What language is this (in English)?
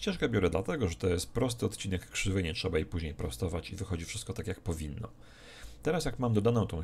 Polish